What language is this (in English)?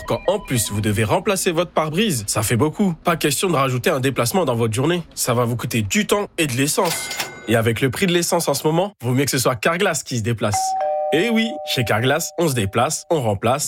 French